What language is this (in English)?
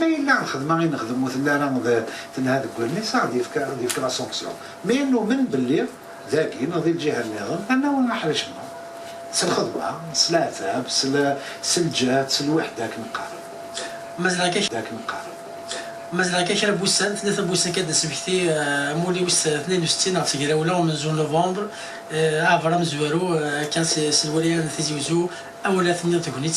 Kabyle